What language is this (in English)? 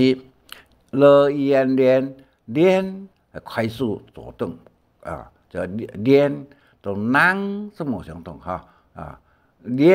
Hakka Chinese